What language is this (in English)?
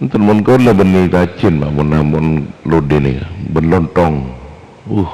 Madurese